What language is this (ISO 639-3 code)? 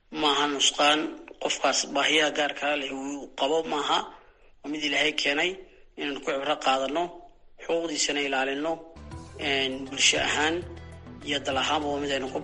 som